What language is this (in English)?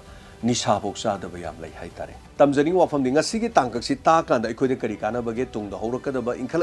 Manipuri